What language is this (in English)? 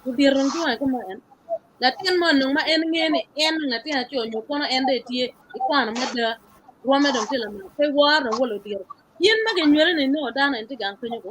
Acoli